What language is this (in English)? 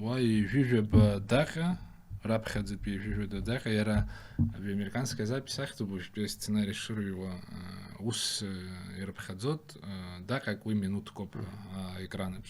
Abkhazian